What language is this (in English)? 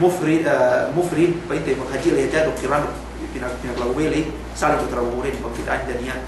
Yakan